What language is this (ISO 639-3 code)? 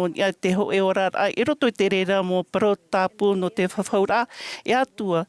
tah